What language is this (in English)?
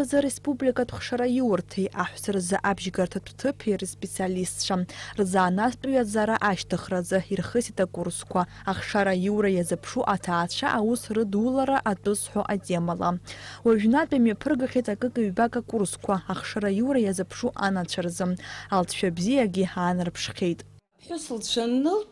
Abkhazian